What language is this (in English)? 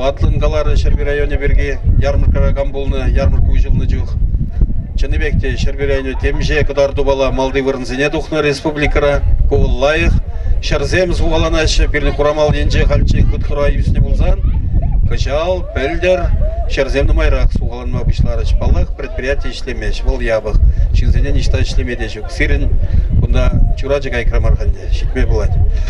Chuvash